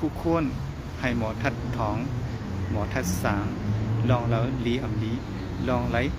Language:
Shan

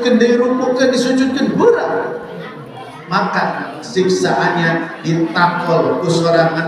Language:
Sundanese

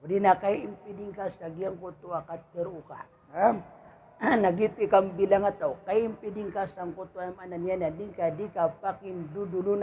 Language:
Maranao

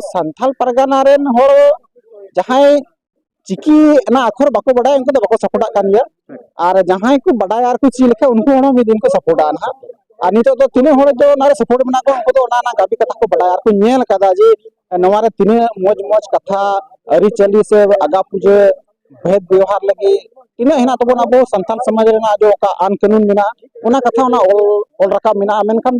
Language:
Santali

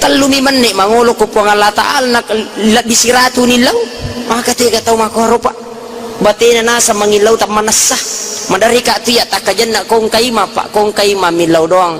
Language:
Buginese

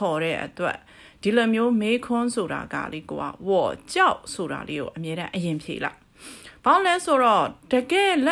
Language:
Burmese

